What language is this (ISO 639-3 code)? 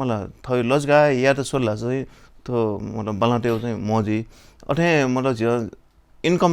new